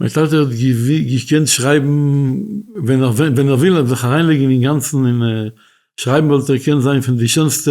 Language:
Yiddish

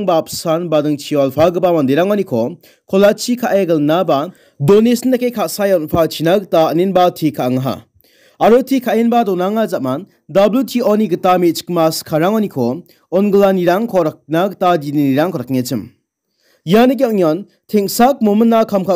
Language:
Garo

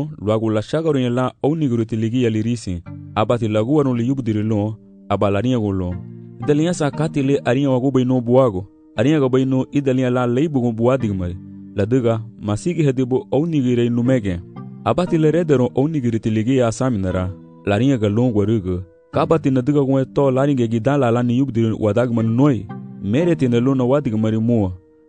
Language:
Garifuna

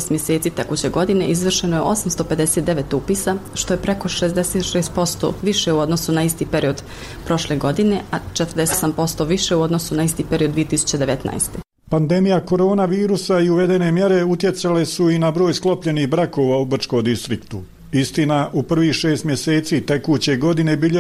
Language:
Croatian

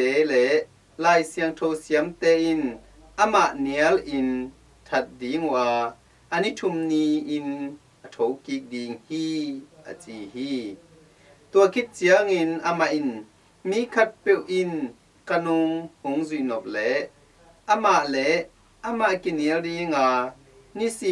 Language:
Tedim Chin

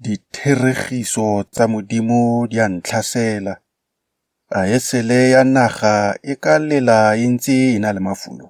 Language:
Tswana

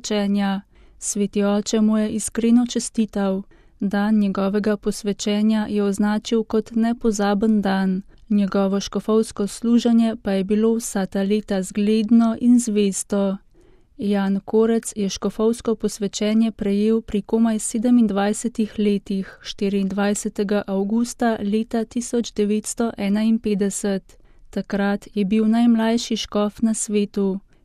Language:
Slovenian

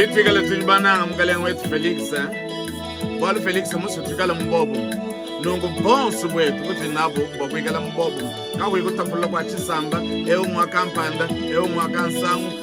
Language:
Luba-Lulua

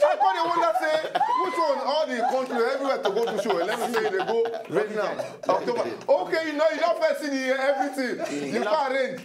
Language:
Nigerian Pidgin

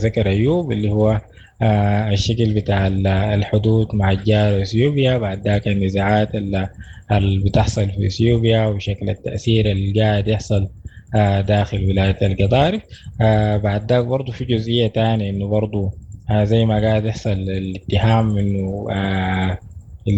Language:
Sudanese Arabic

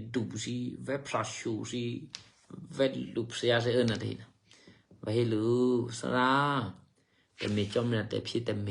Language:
Eastern Kayah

